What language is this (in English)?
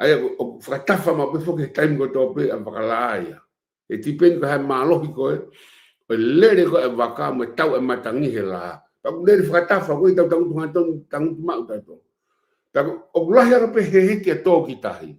Tongan